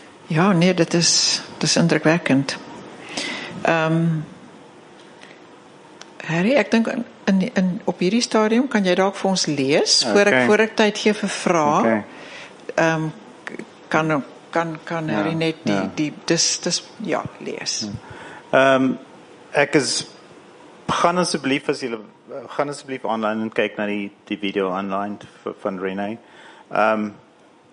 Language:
Afrikaans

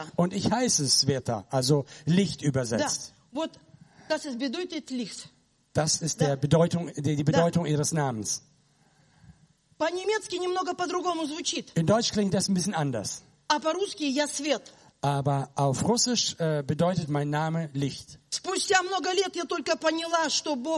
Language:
German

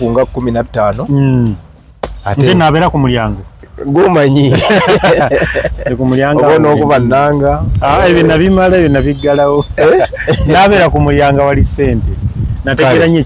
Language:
Ganda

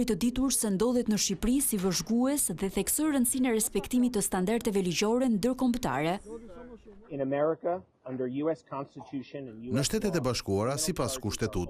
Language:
Albanian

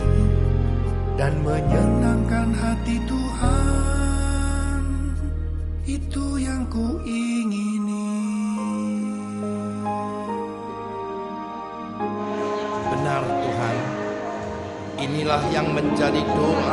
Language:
Indonesian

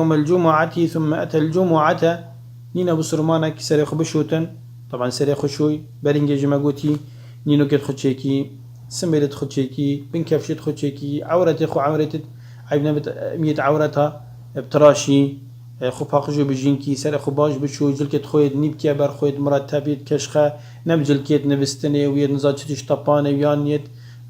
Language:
Kurdish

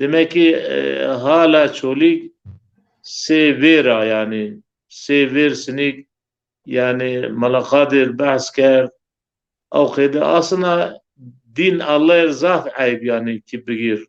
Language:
Zaza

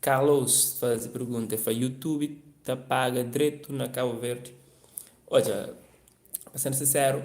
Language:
Kabuverdianu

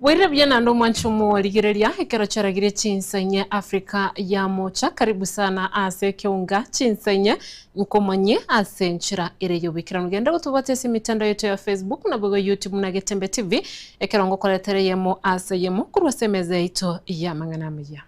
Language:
Gusii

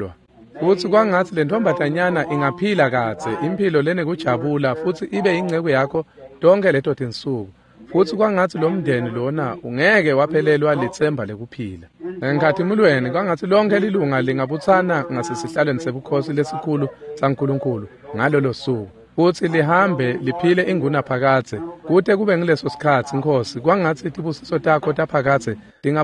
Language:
Swati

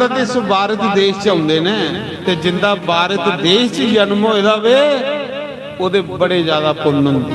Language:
Dogri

